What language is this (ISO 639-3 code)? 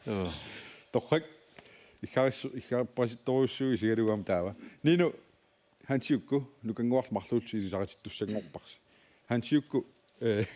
kal